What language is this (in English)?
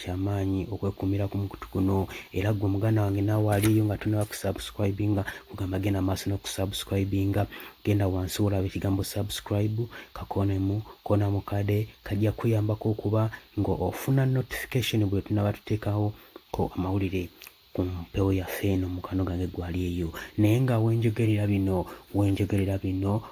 Ganda